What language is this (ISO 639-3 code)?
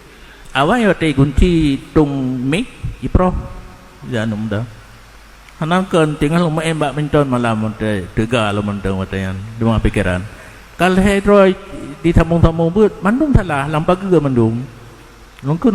ace